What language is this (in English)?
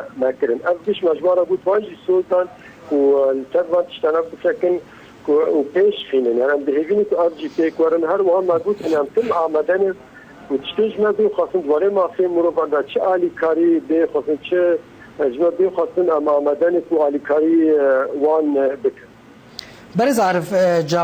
Kurdish